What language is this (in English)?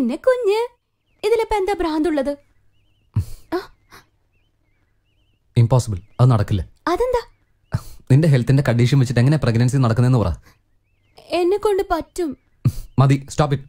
Malayalam